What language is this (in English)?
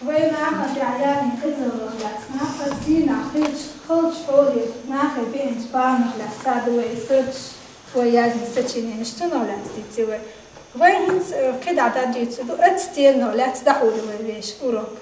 Chechen